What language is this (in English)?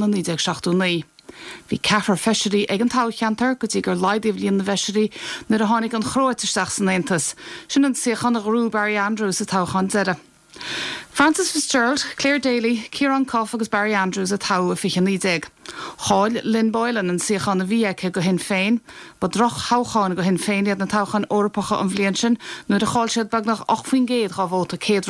Irish